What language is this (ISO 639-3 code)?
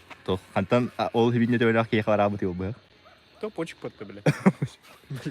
sah